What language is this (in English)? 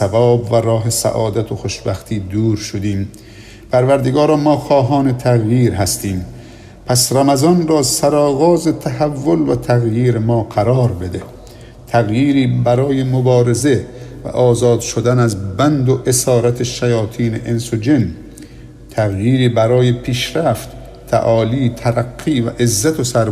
Persian